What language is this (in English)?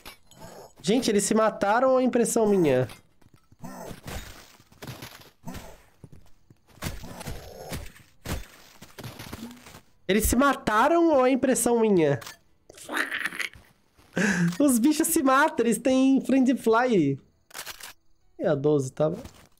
Portuguese